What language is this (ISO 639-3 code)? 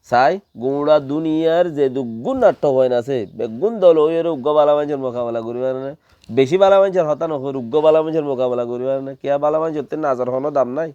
rhg